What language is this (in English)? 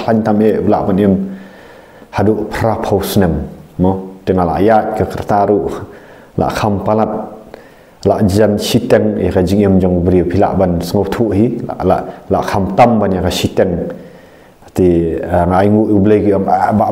Khasi